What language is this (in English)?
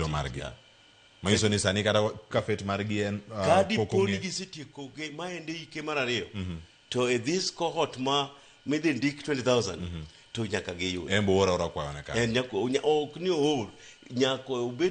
Luo (Kenya and Tanzania)